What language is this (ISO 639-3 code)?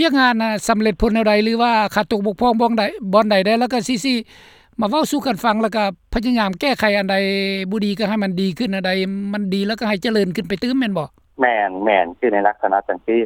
lao